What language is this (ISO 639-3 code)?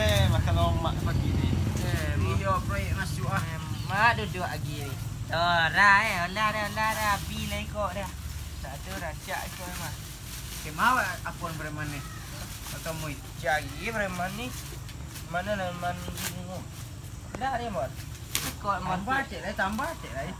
min